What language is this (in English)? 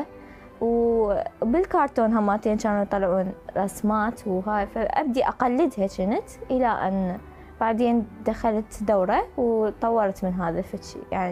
Mesopotamian Arabic